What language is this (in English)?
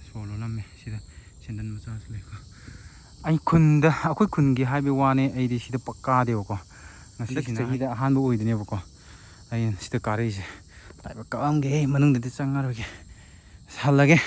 Manipuri